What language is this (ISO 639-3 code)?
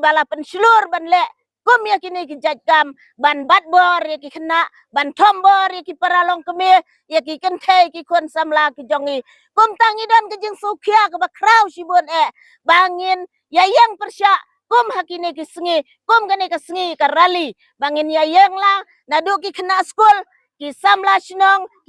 kha